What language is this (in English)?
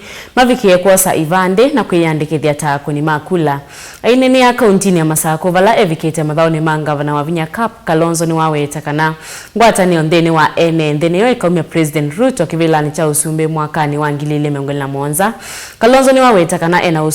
Kamba